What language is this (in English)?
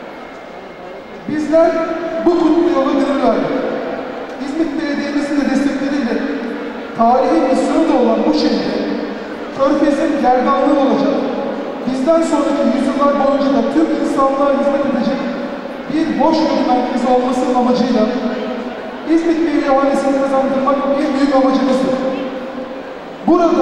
Turkish